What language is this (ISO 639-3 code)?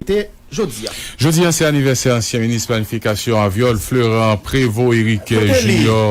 hat